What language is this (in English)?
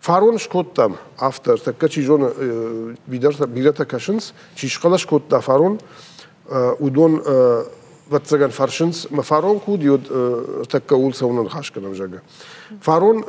Ossetic